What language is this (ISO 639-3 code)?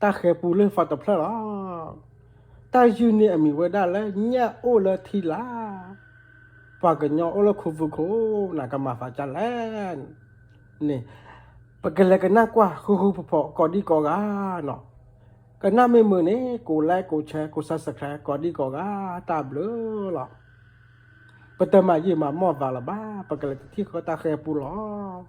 ksw